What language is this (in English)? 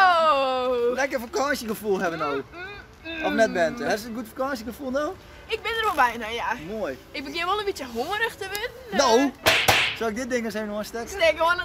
Western Frisian